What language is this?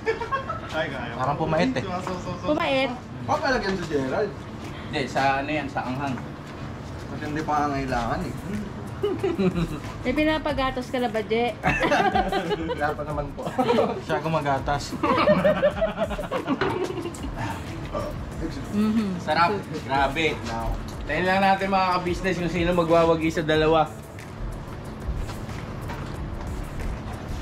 Filipino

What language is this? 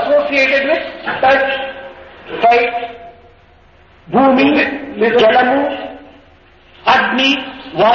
Telugu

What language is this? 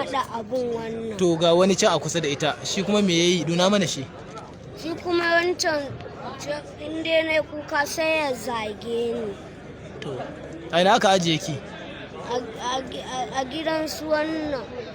Hausa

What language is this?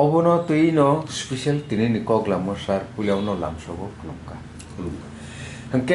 Kok Borok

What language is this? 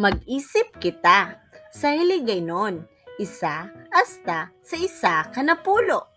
Hiligaynon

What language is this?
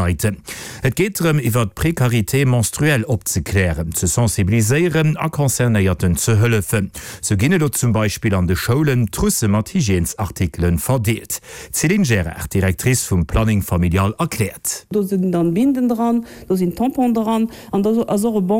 Luxembourgish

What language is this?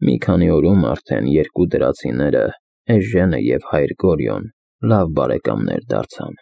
Armenian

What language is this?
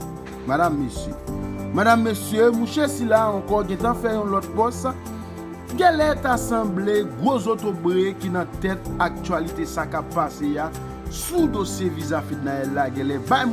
Haitian Creole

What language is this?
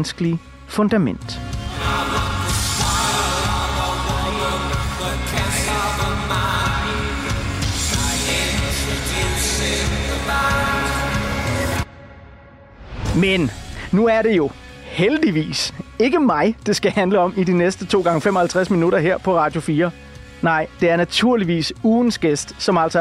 Danish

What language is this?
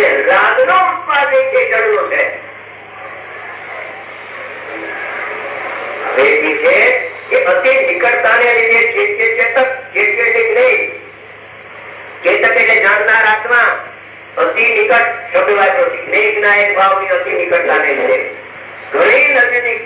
Gujarati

